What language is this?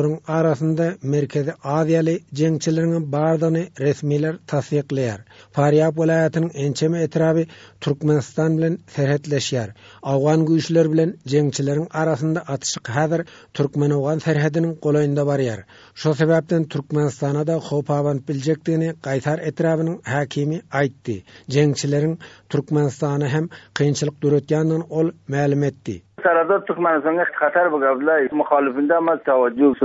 Turkmen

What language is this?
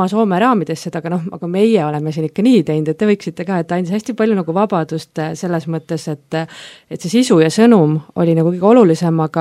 Estonian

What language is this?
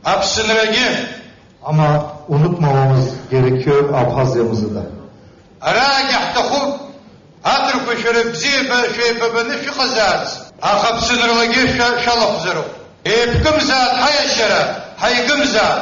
Abkhazian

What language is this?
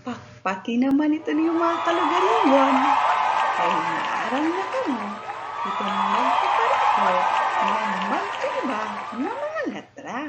Waray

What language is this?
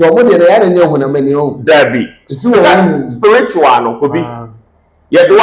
Akan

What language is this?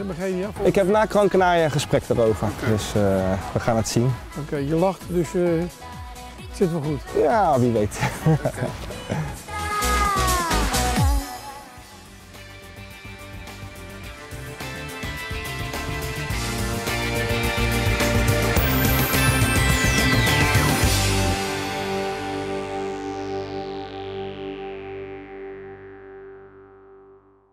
Dutch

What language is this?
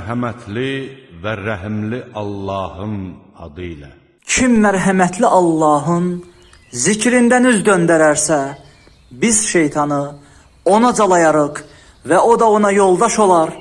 Azerbaijani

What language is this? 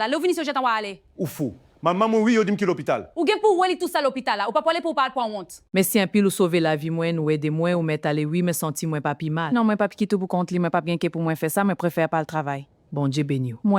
Haitian Creole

